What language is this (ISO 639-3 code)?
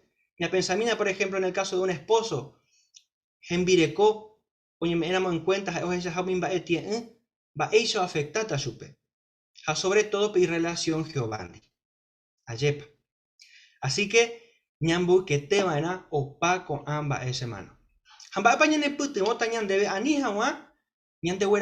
grn